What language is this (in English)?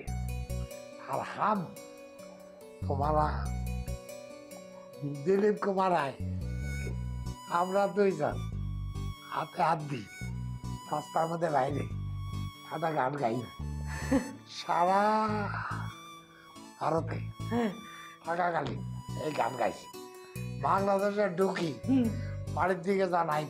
Bangla